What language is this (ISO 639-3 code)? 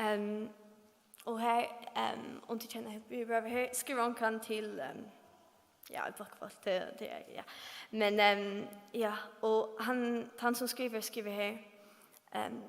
fao